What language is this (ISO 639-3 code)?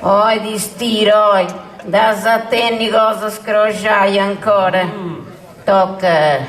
srd